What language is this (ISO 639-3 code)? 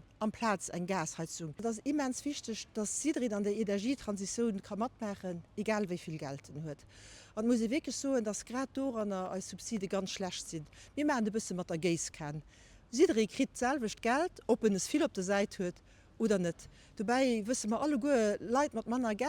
ltz